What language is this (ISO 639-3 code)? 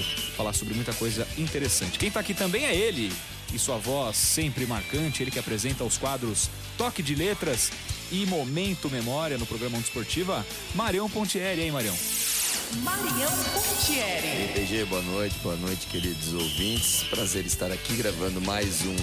por